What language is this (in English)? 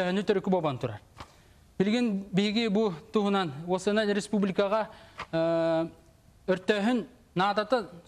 Yakut